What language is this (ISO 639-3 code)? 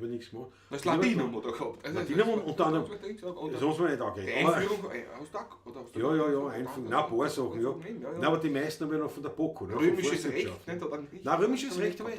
bar